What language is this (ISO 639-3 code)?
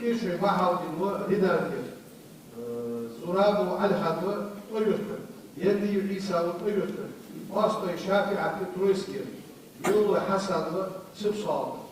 inh